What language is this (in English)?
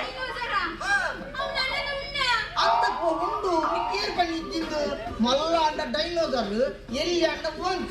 Tulu